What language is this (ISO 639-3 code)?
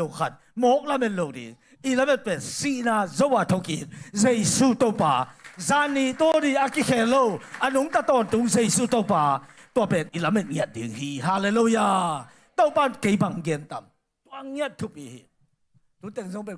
ctd